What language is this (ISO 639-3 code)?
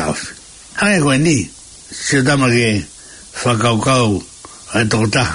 ton